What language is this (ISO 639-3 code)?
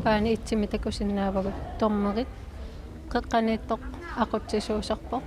kal